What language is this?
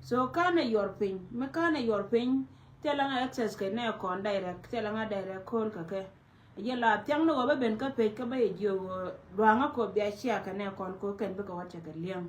Nuer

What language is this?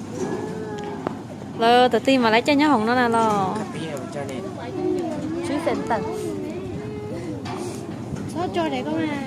Vietnamese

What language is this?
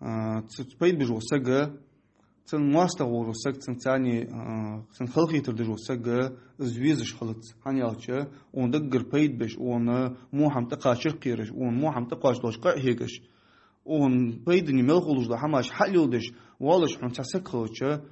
Ingush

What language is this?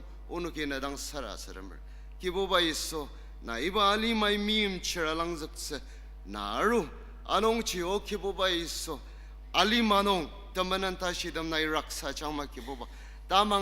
Ao Naga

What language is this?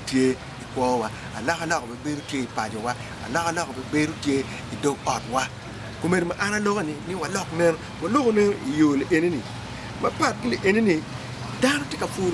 Acoli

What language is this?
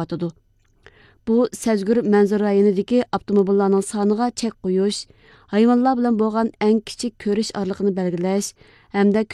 Uyghur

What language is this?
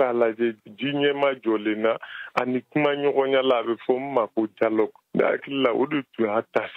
Bambara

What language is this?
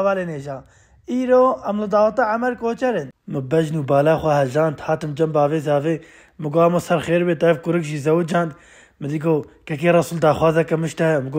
Kurdish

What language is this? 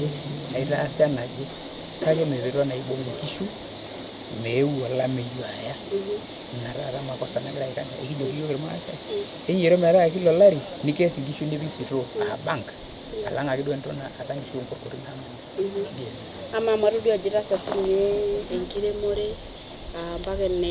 Masai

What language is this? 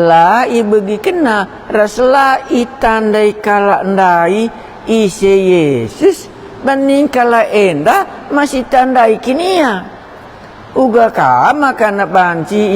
Batak Karo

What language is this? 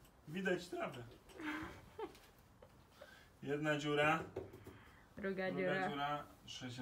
Polish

